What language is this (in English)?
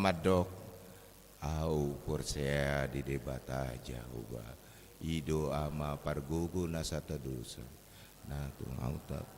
Batak Toba